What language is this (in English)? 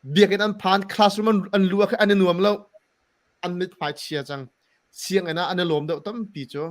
Hakha Chin